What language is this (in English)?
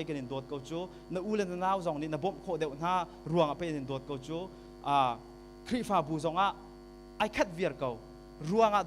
Hakha Chin